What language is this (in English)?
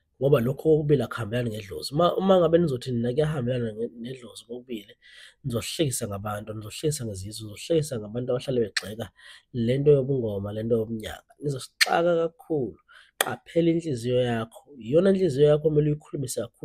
Zulu